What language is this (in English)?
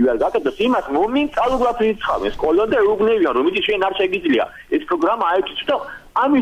Georgian